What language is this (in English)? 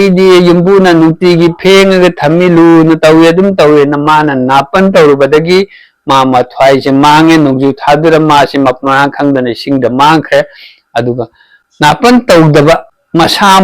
Manipuri